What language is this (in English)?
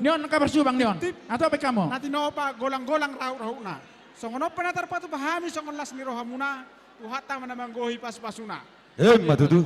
Batak Toba